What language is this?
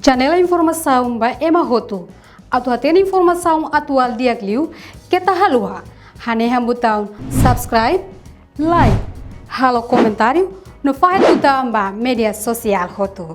Tetum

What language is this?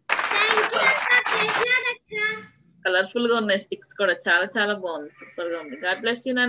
Telugu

